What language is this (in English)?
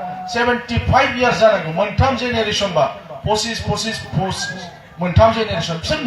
Bodo